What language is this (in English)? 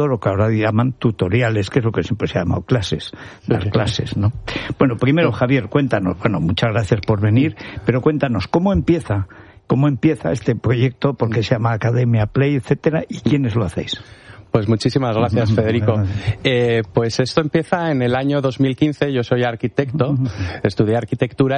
Spanish